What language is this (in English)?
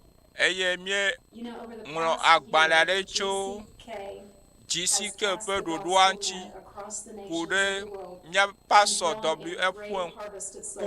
Ewe